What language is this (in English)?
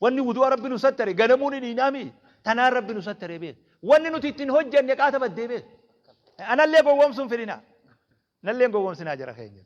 Oromo